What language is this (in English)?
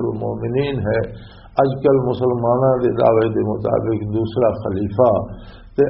Western Panjabi